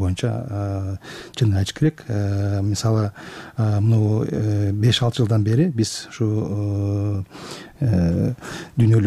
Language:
Kyrgyz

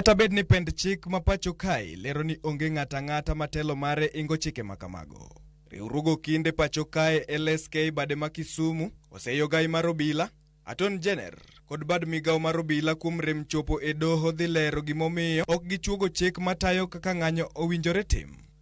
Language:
Luo (Kenya and Tanzania)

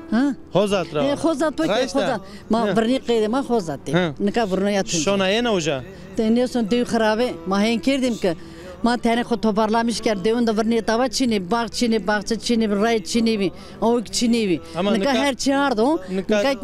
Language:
Zaza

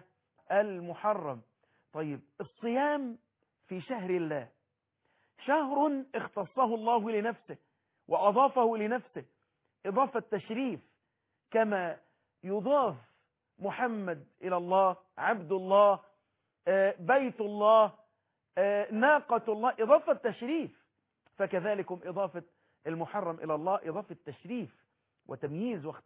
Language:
Arabic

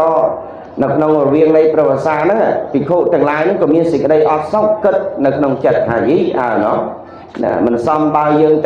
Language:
Khmer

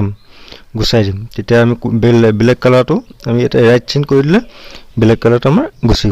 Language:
Assamese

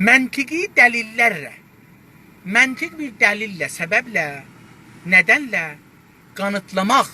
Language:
South Azerbaijani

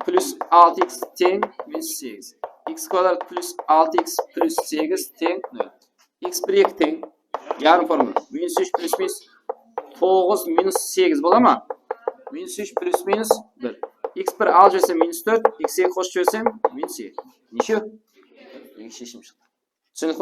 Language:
Kara-Kalpak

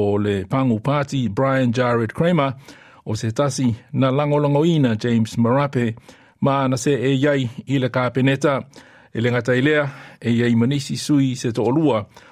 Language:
Samoan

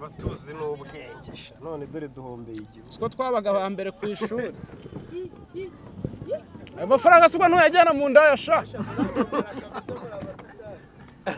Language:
Kinyarwanda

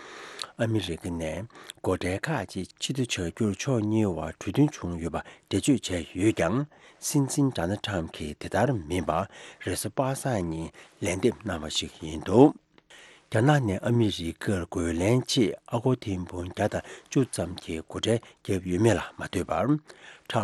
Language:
Tibetan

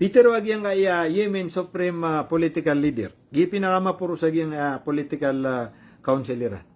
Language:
Maranao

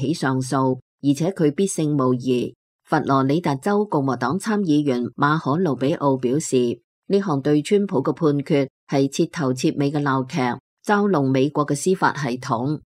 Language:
Cantonese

